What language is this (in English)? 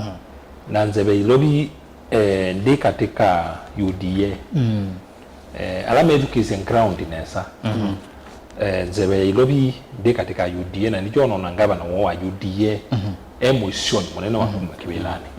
Kamba